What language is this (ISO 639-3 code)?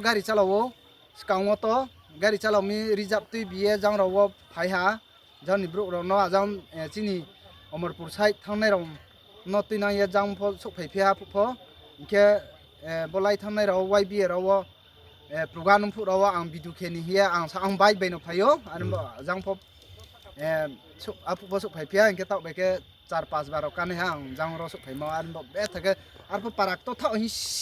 ria